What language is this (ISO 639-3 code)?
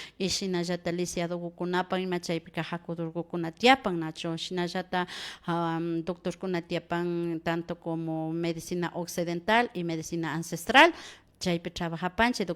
qvi